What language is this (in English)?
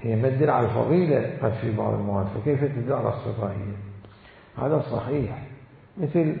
Mesopotamian Arabic